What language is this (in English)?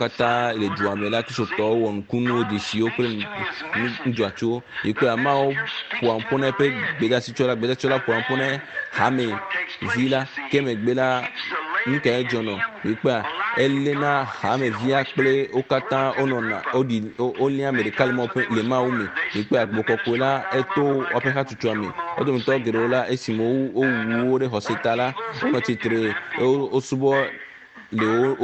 Ewe